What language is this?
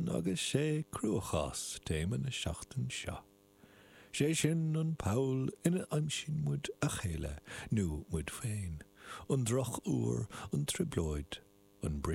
Irish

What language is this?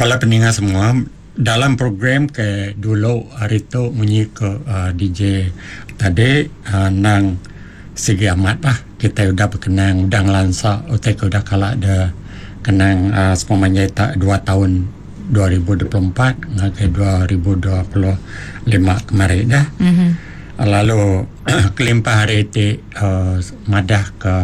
Iban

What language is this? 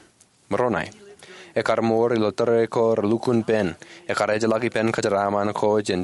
Marshallese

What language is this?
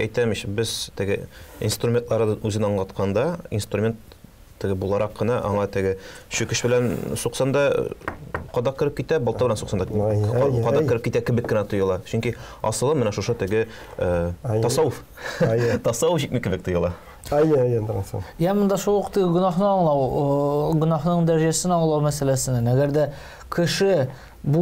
Tatar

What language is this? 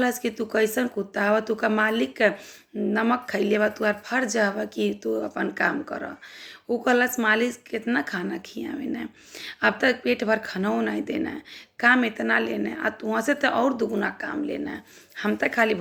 Bhojpuri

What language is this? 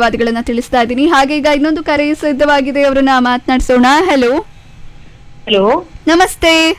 Kannada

